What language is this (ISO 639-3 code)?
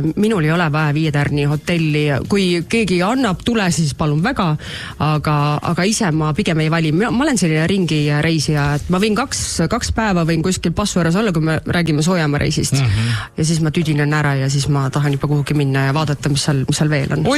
est